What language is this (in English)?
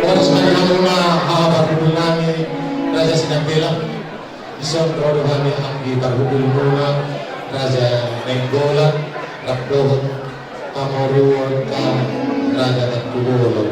Batak Toba